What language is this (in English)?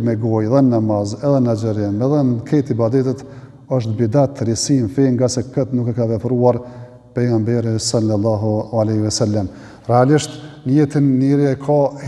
Albanian